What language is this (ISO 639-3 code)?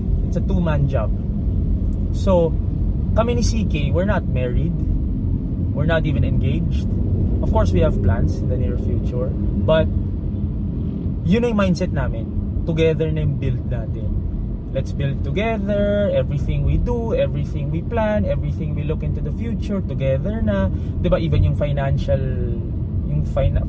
fil